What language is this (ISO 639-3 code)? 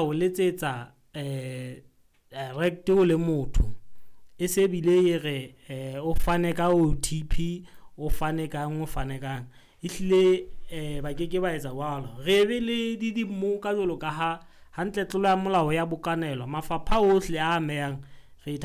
sot